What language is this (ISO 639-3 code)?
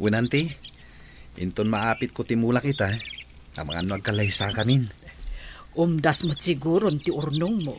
ilo